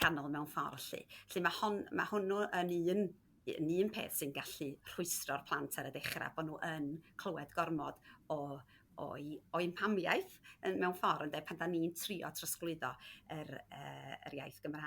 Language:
Welsh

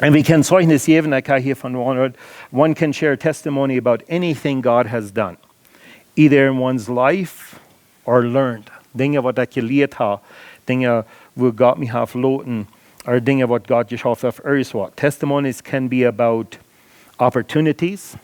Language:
Plautdietsch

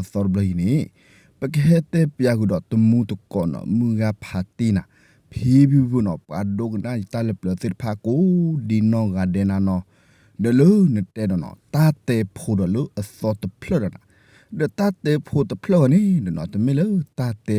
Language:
S'gaw Karen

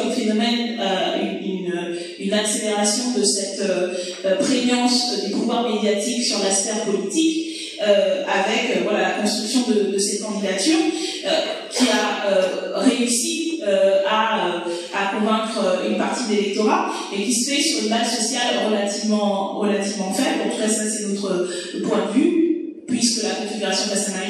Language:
French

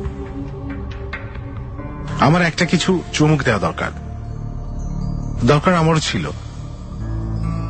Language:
Bangla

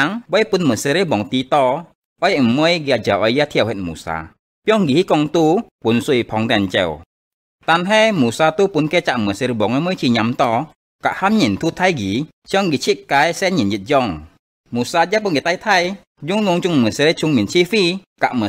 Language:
Hakka Chinese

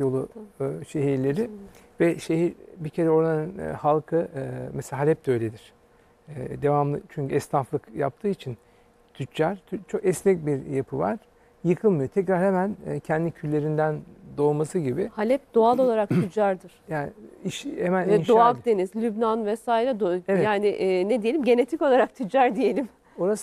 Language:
Turkish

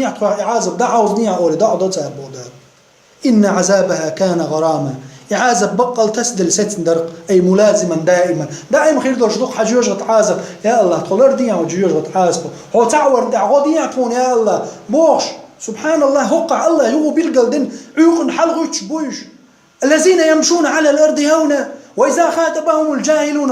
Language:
Chechen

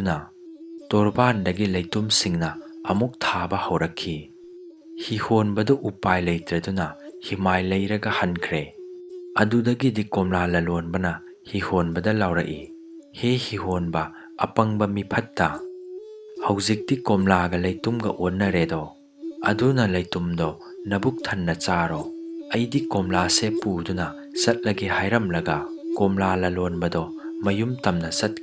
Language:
Manipuri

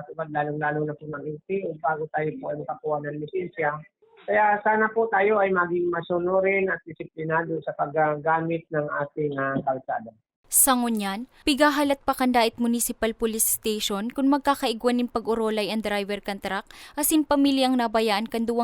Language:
Bikol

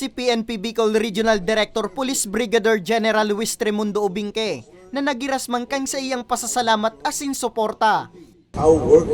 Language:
Bikol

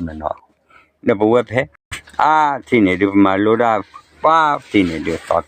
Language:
S'gaw Karen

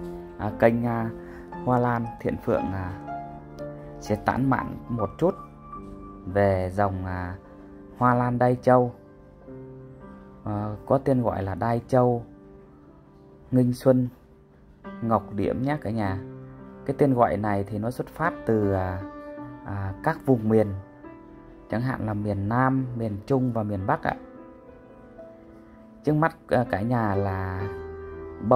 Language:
Vietnamese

